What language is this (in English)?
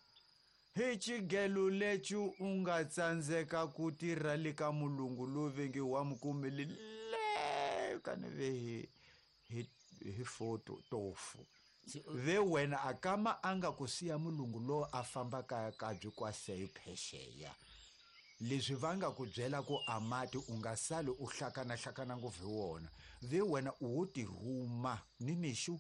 Tsonga